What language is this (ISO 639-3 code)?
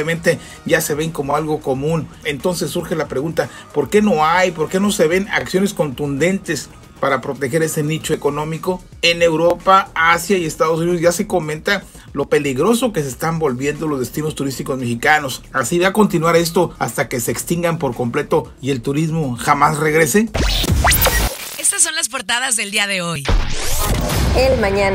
spa